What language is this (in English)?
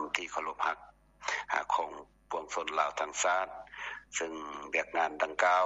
Lao